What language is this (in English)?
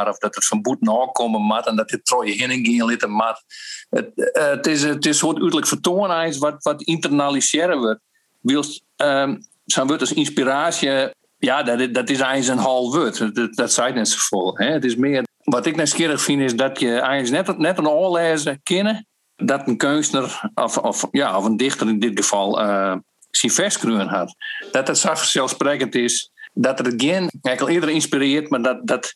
Western Frisian